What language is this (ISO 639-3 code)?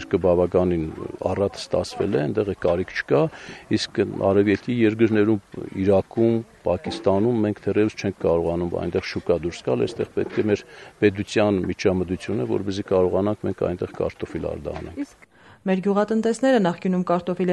hye